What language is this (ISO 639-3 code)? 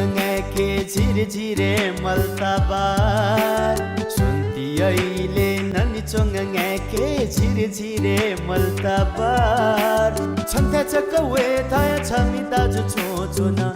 new